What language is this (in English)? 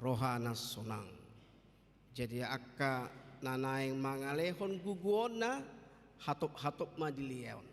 Batak Toba